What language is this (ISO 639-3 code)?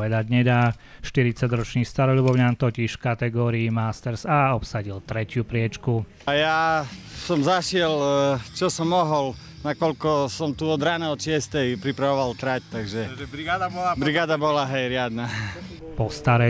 slk